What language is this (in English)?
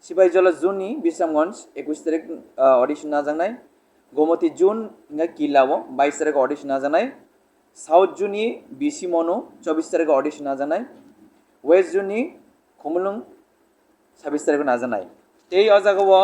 Kok Borok